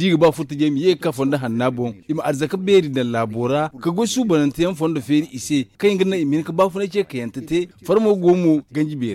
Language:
Zarma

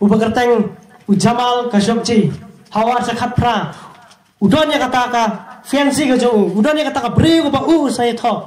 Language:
Khasi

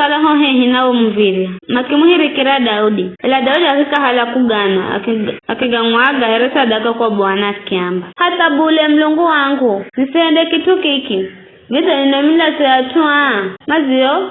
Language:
Giryama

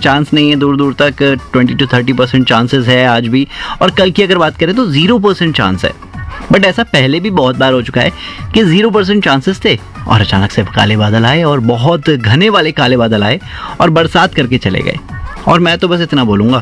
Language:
Hindi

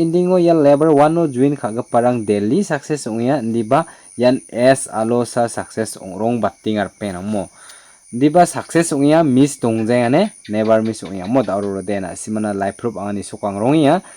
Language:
Garo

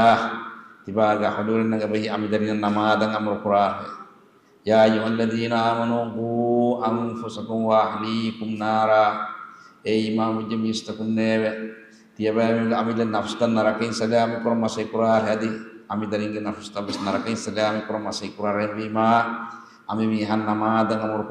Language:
Divehi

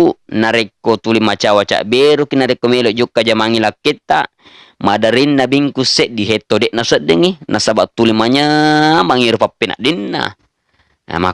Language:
Buginese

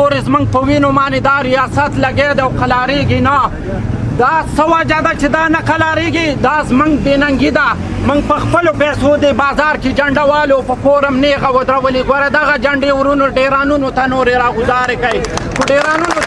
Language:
Pashto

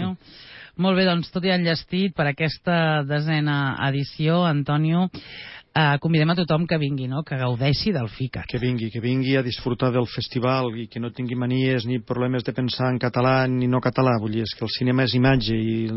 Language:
Catalan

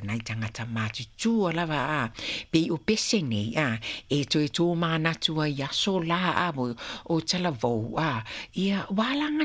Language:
Samoan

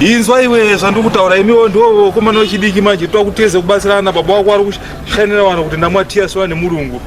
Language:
Shona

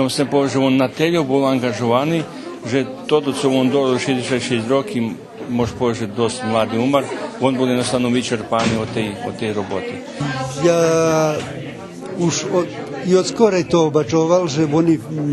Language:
Rusyn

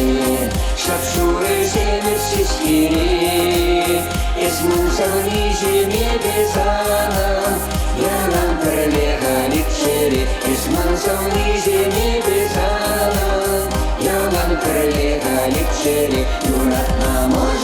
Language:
Chuvash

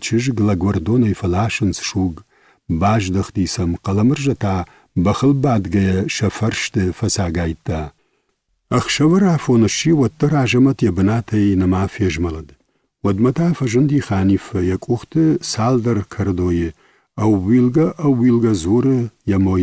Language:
Ossetic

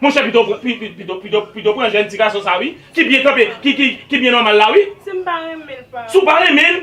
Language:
Haitian Creole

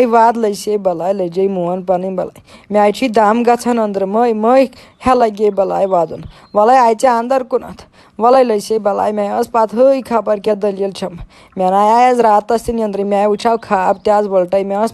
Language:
Kashmiri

